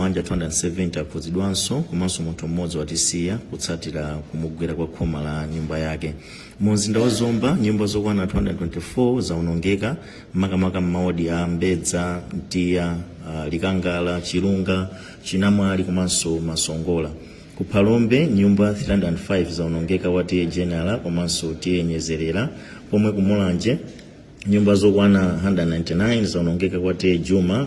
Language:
Nyanja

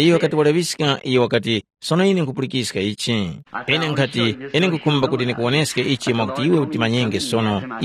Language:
Tumbuka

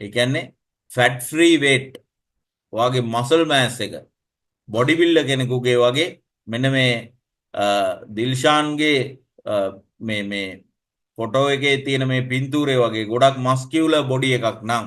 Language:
Sinhala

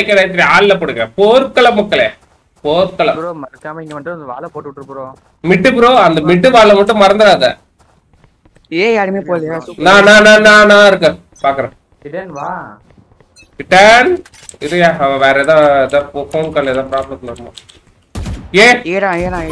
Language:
Tamil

